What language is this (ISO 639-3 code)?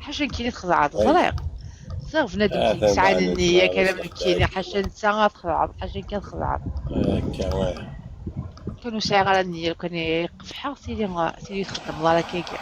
kab